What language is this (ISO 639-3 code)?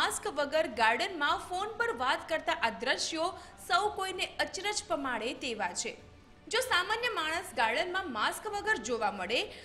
guj